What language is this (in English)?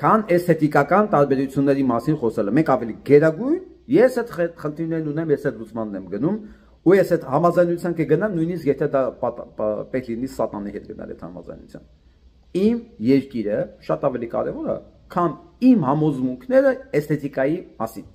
Armenian